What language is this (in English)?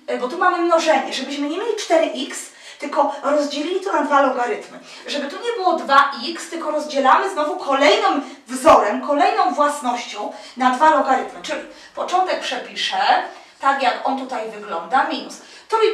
Polish